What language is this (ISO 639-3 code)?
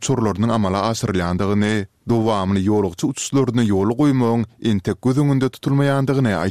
tuk